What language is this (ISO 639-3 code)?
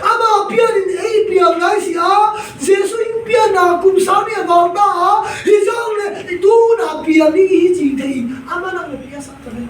ctd